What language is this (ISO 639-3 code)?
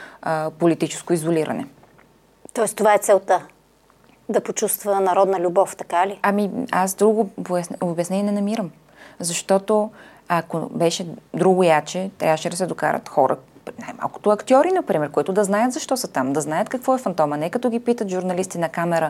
bul